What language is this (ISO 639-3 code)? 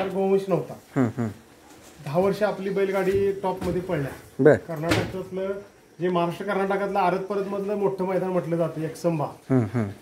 mar